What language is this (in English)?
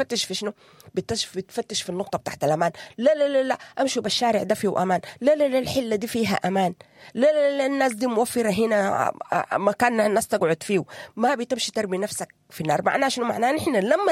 Sudanese Arabic